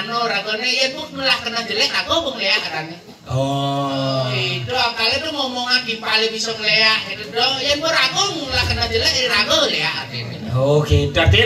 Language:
Balinese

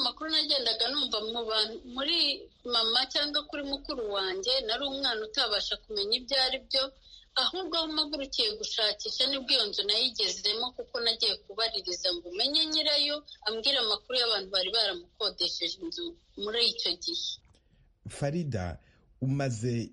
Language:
Kinyarwanda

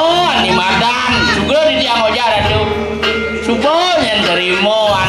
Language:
Balinese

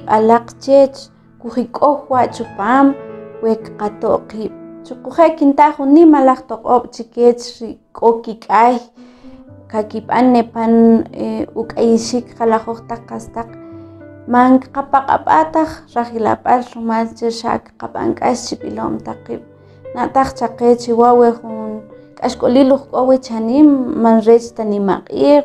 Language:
Kʼicheʼ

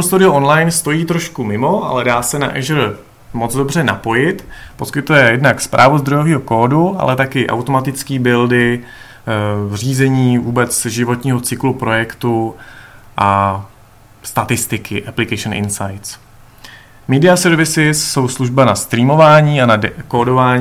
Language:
Czech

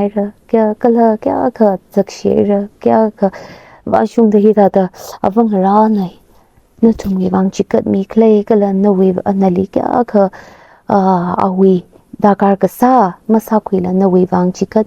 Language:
Tangkhul Naga (India)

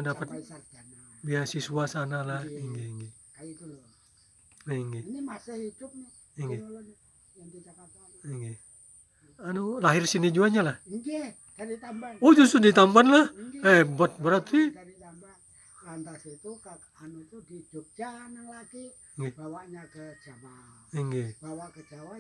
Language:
Banjar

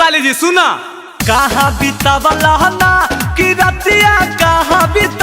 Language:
Magahi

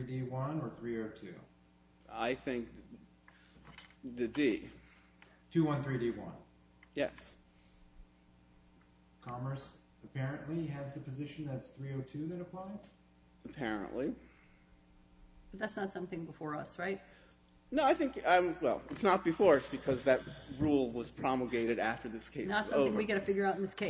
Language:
English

